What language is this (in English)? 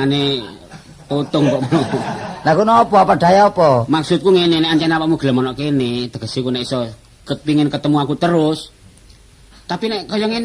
Javanese